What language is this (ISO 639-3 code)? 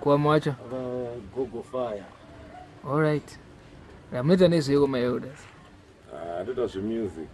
sna